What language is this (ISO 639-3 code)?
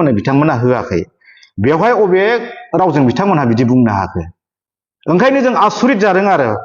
brx